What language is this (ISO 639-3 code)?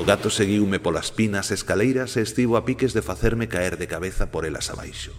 glg